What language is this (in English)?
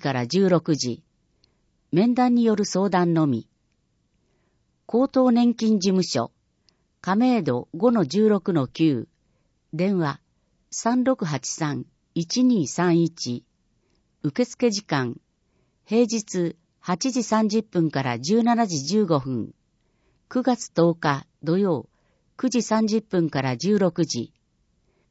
Japanese